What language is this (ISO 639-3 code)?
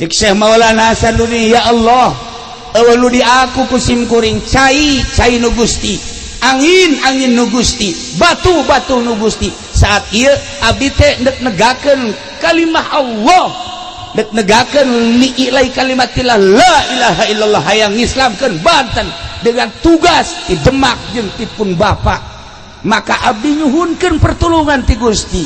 sun